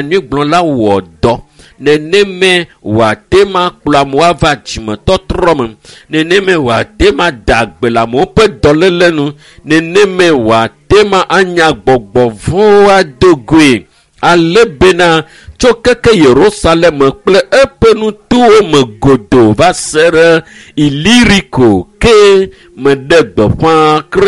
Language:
Ewe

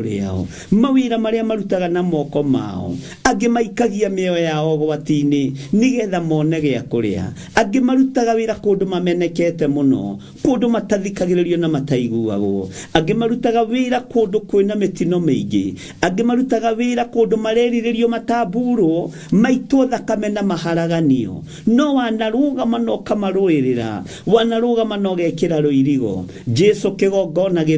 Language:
Kikuyu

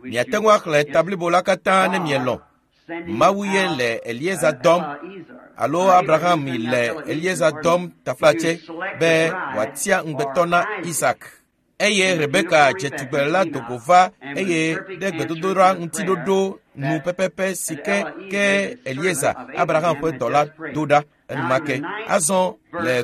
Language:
Ewe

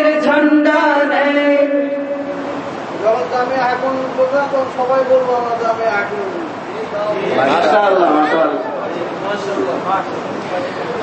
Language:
Bangla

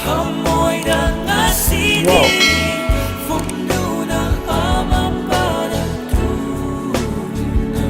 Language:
Manipuri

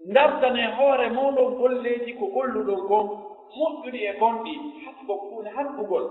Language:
Pular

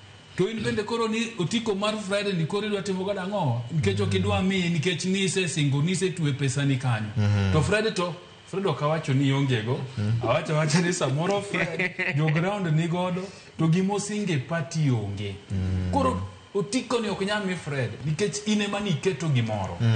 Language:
Luo (Kenya and Tanzania)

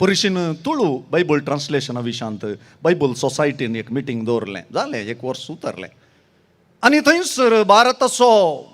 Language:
Konkani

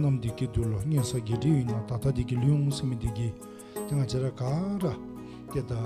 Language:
Dzongkha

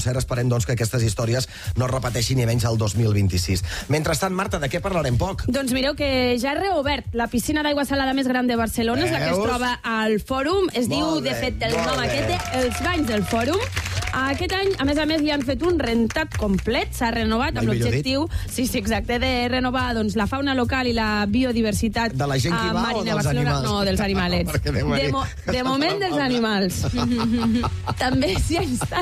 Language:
Catalan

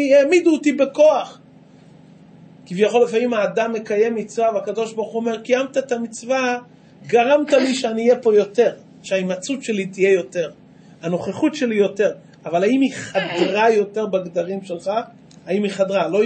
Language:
Hebrew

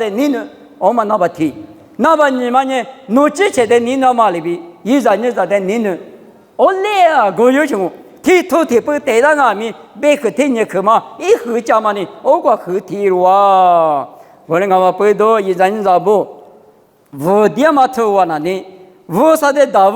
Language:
Lisu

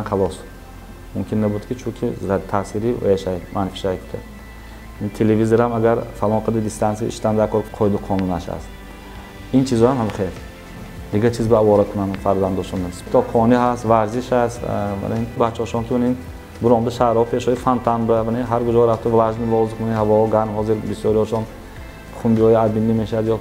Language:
Tajik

